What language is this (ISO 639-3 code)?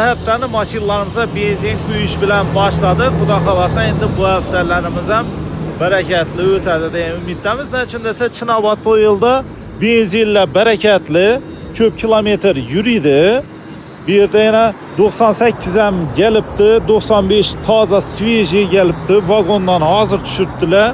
uzb